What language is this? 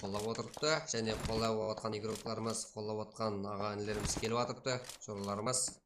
Kara-Kalpak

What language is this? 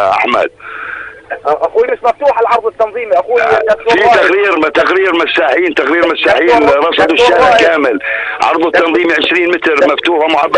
North Levantine Arabic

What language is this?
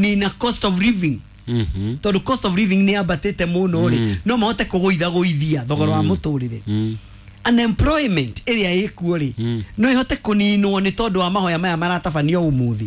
Kikuyu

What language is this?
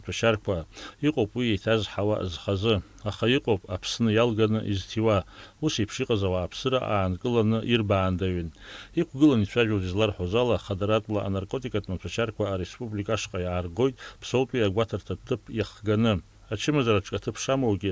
Abkhazian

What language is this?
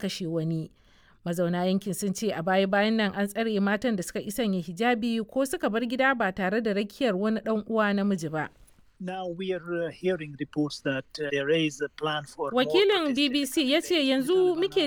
Hausa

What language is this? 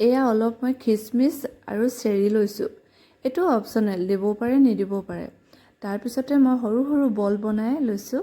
Assamese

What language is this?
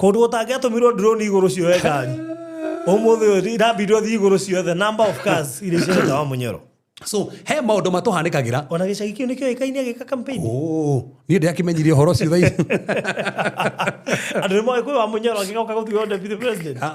Kikuyu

